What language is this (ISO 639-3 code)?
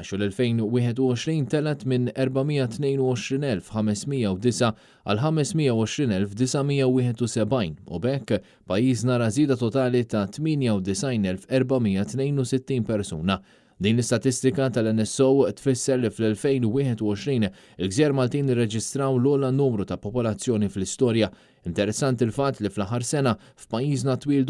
mlt